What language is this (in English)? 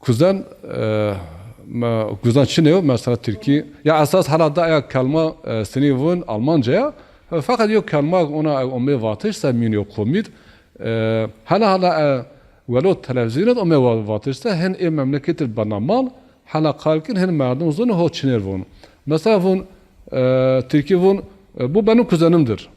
Zaza